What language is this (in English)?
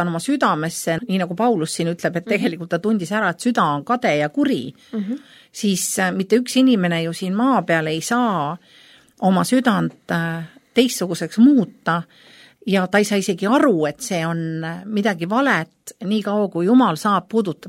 Estonian